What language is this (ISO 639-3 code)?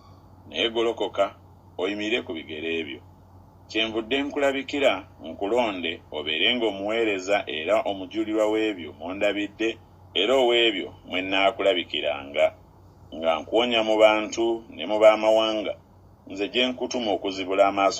lug